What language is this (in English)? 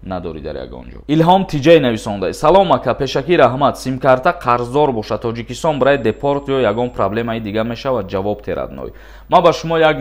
Tajik